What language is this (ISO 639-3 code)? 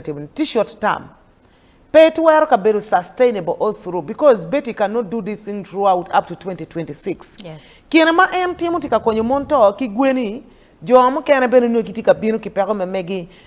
ach